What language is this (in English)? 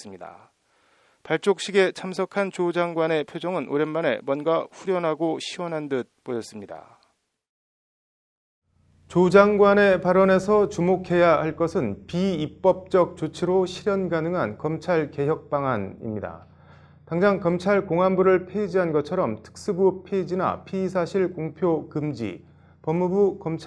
Korean